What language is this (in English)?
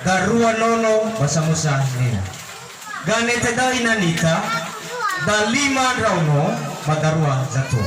Nias